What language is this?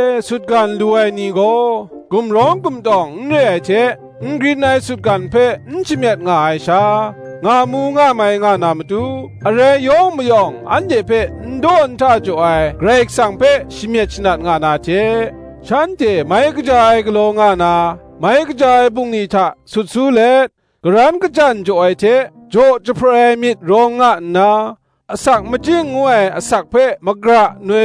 Kachin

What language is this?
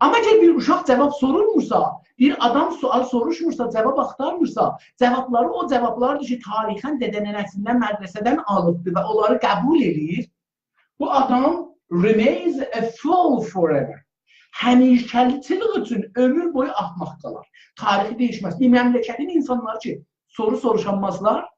South Azerbaijani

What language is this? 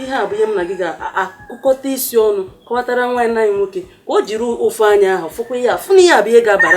Igbo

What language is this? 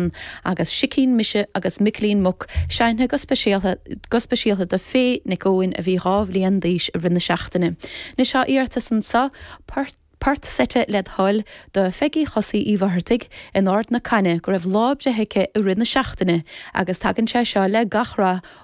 Irish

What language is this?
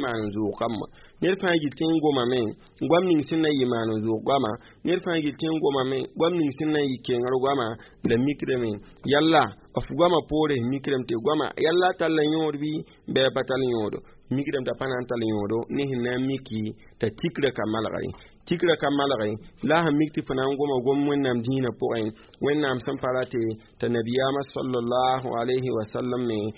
Mossi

